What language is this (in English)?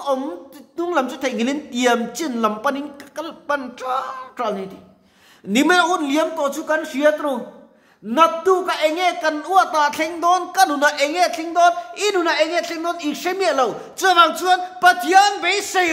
Mizo